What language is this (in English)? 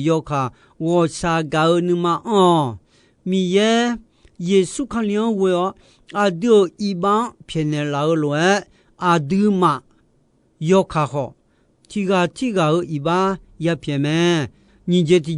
Akha